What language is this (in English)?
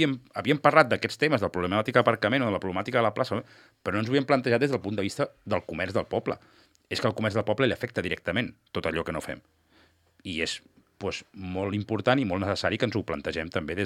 Catalan